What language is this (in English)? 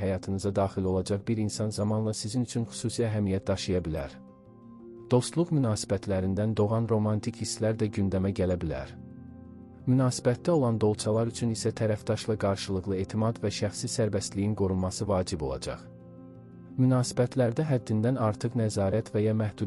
Azerbaijani